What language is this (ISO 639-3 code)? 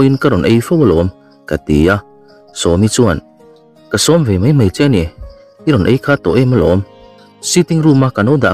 lus